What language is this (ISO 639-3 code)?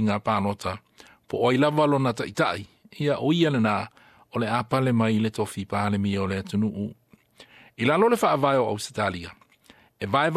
smo